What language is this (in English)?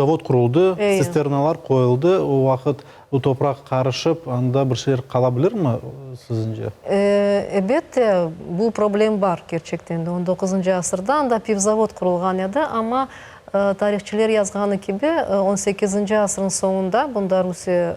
Crimean Tatar